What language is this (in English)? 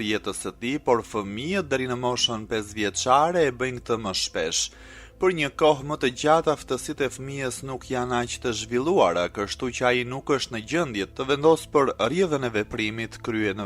Albanian